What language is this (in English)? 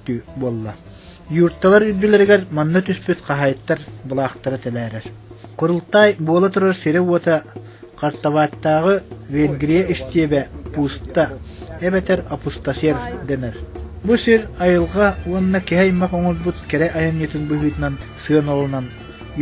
Yakut